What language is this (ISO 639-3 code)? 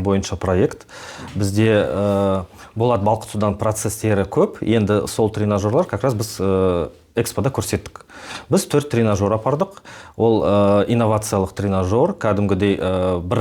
kaz